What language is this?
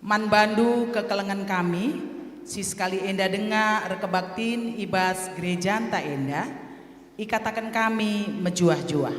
Batak Karo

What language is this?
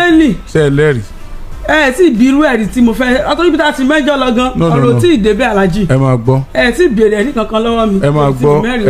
Yoruba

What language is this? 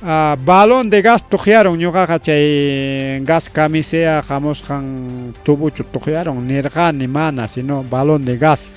Ayacucho Quechua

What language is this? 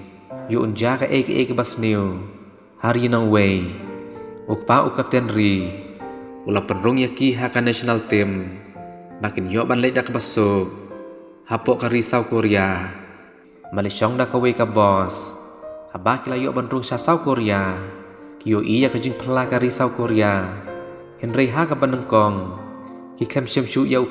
Khasi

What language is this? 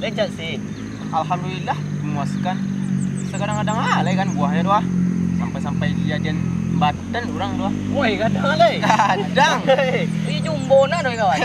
Minangkabau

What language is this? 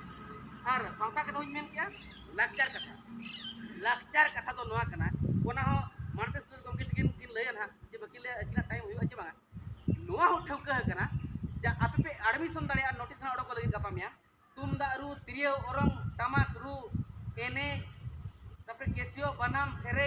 Santali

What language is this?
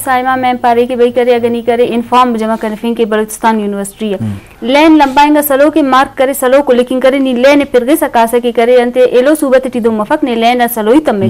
Eastern Balochi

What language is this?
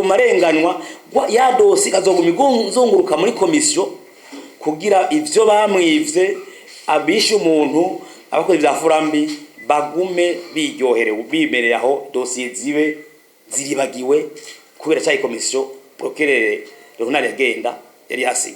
Rundi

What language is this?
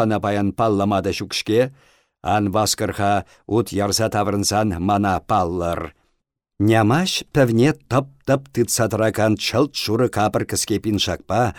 Chuvash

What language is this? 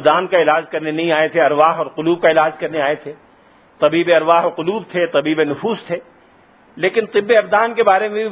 Urdu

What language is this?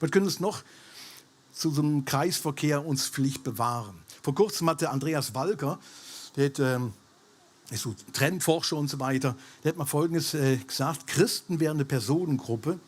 Swiss German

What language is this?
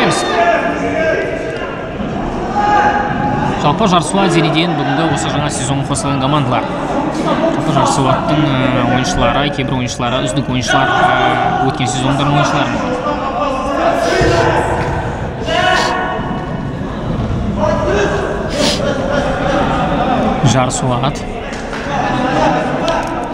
Kazakh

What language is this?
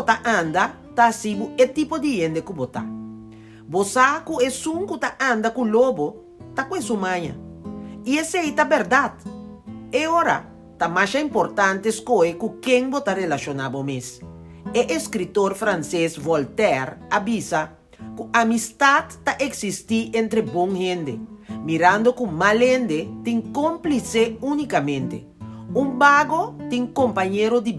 Papiamento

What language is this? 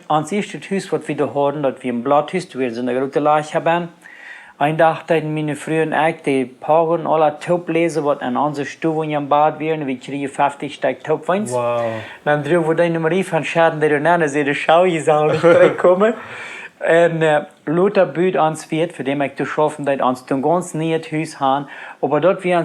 Plautdietsch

